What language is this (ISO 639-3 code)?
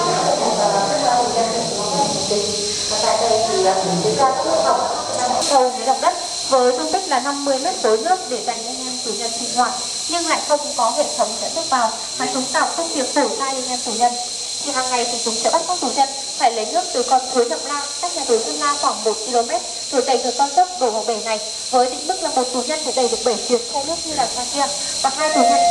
vie